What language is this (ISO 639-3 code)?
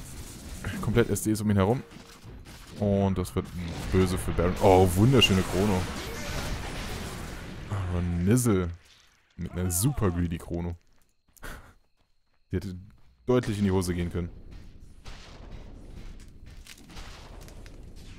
deu